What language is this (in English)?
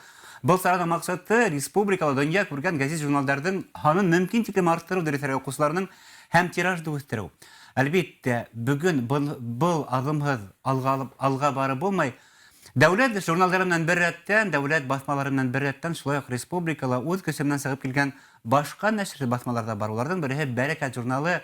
Bashkir